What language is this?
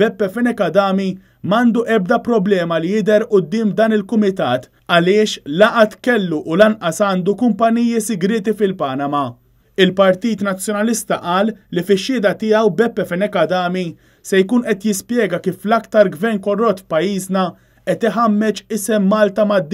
Maltese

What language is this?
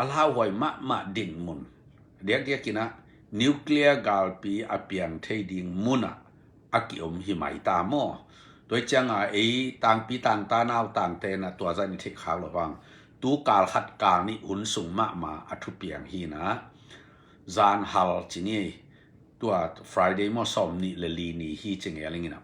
Tedim Chin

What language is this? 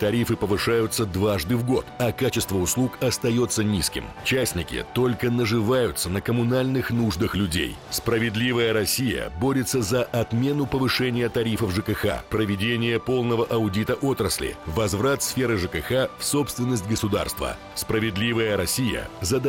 Russian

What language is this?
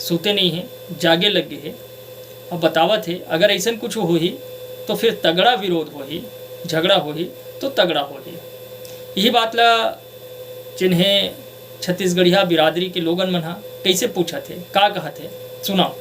Chhattisgarhi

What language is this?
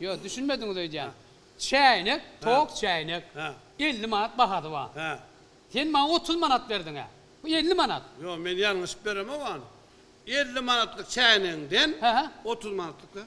Turkmen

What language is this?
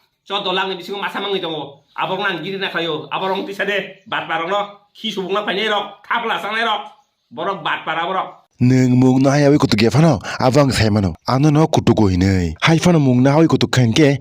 Kok Borok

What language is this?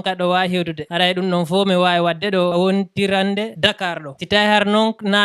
Fula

